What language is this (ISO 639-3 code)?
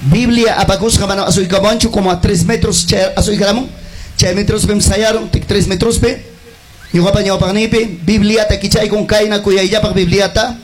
quy